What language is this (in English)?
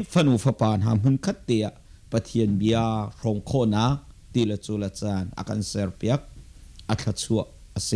Hakha Chin